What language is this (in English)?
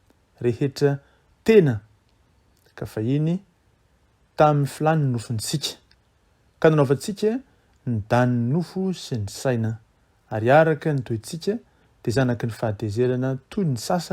Malagasy